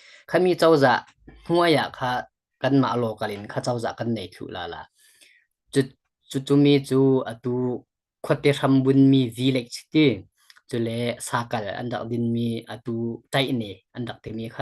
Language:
Falam Chin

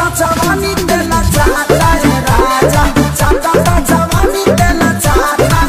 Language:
Bhojpuri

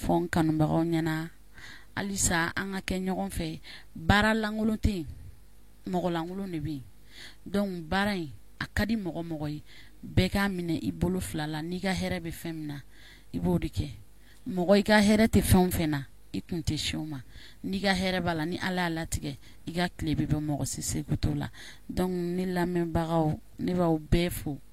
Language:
Bambara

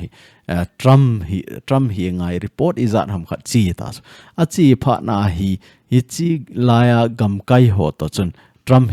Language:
Thado Chin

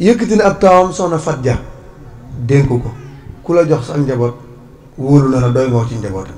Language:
Wolof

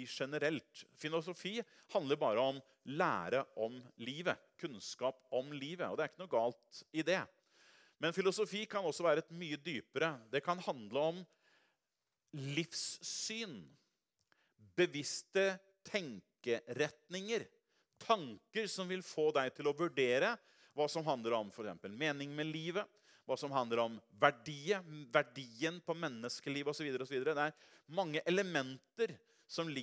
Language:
Norwegian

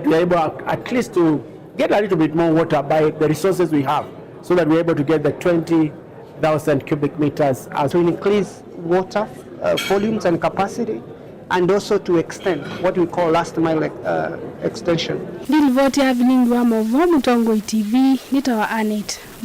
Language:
Kamba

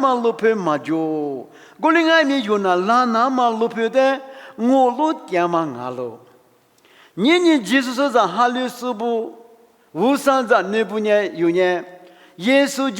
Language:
Lisu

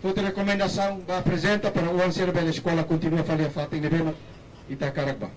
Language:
Tetum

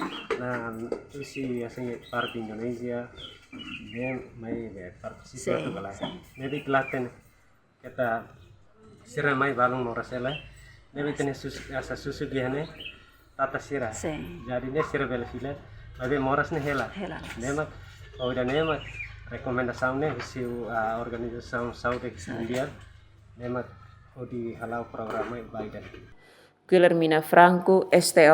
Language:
Tetum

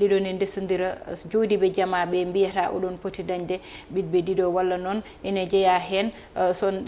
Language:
Fula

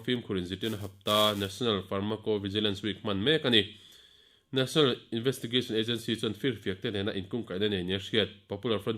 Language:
Mizo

